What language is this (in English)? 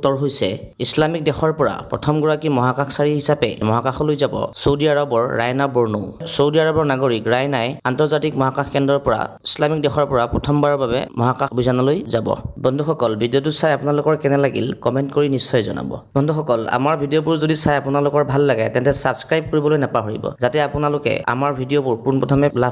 Assamese